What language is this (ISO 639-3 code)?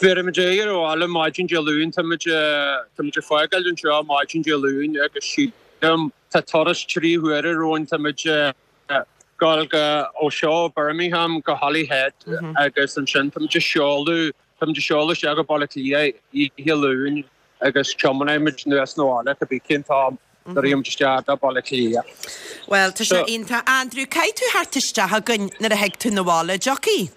gle